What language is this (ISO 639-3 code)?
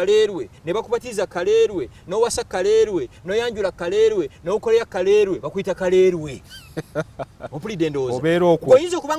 lug